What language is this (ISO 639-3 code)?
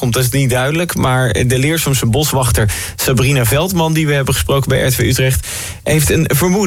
nld